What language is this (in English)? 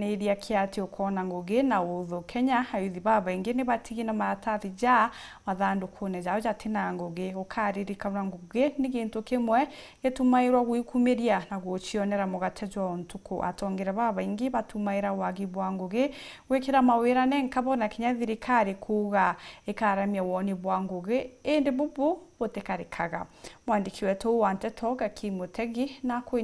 Meru